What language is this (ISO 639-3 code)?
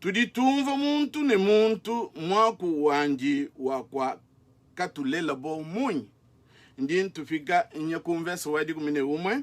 lua